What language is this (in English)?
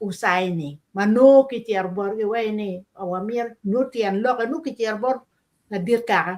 Acoli